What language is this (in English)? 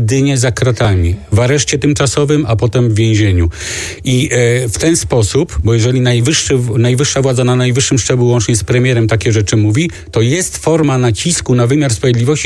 Polish